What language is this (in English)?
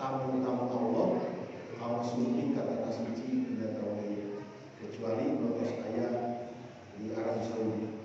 Sundanese